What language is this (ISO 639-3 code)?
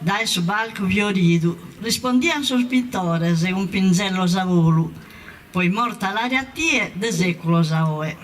srd